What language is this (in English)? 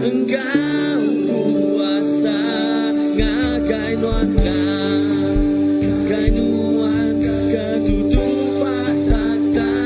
Iban